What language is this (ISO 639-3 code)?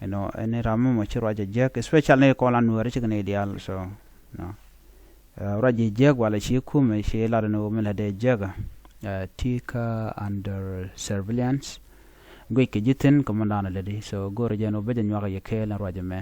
nus